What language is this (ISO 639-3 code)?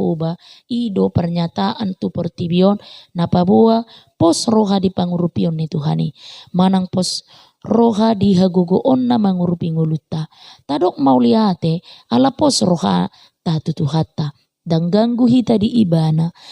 bbc